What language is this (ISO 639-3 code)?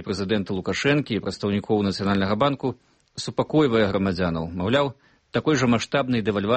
bel